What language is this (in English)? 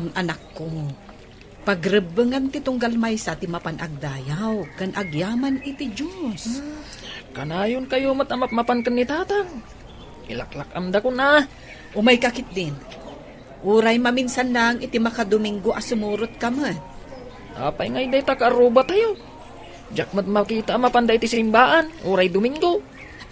Iloko